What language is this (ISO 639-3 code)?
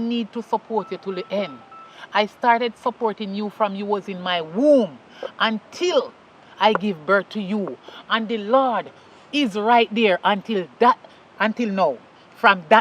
jam